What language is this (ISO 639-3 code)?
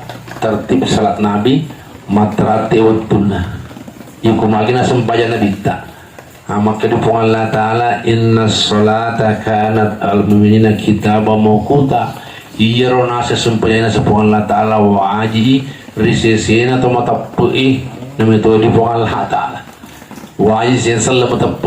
bug